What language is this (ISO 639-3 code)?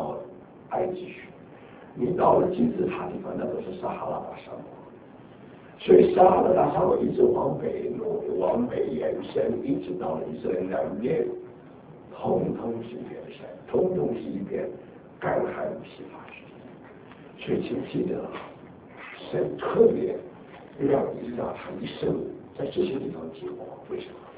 zho